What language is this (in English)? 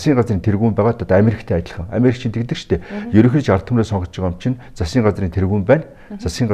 Mongolian